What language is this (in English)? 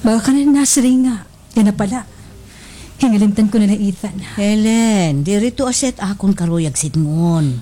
Waray